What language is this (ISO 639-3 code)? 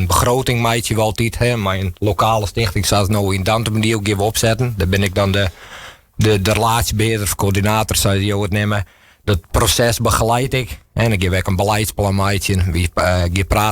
fry